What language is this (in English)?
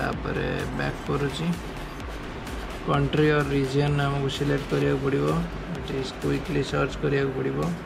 Odia